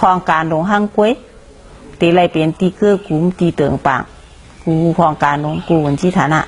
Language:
Shan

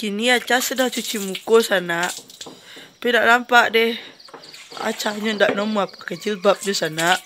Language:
Minangkabau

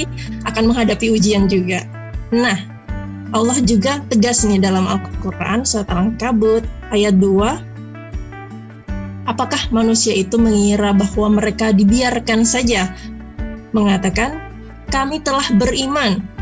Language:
Indonesian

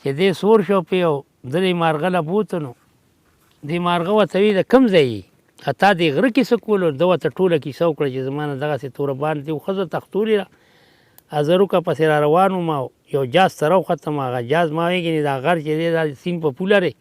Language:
Pashto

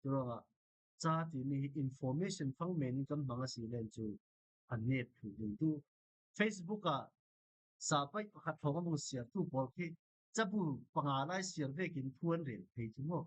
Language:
Falam Chin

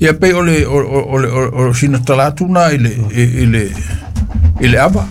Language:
Samoan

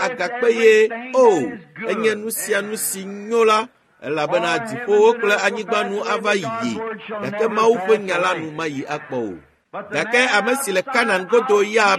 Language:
Ewe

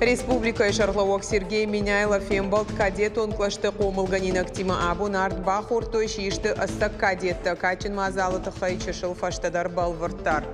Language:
Ossetic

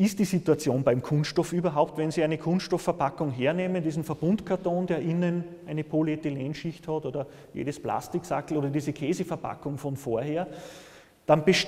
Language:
German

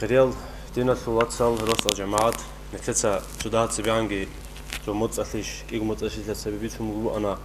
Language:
Avaric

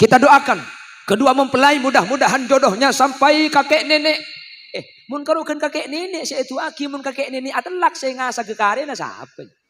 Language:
Madurese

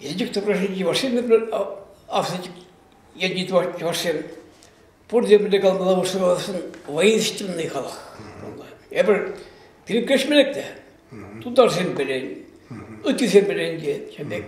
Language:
Chuvash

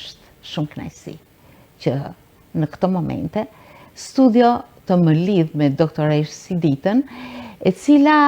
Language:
Albanian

